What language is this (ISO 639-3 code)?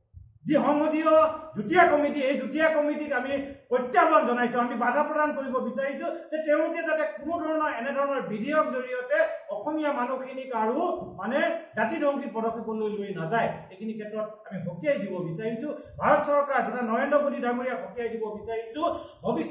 asm